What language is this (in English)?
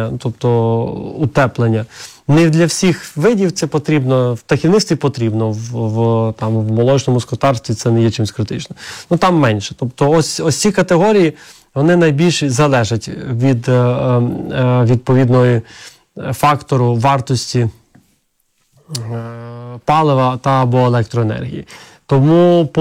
Ukrainian